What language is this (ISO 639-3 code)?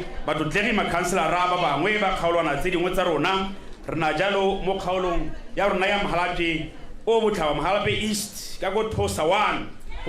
tsn